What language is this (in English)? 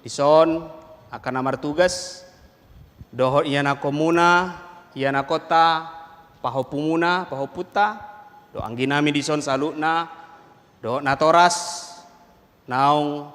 Batak Toba